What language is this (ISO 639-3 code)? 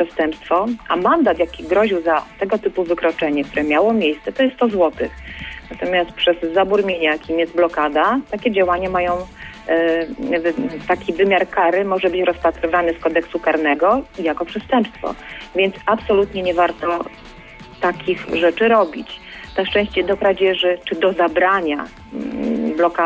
pol